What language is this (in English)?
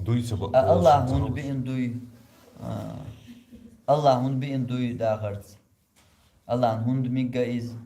Chechen